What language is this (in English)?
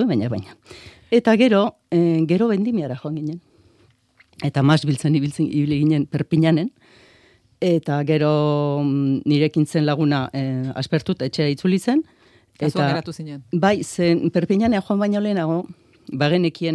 Basque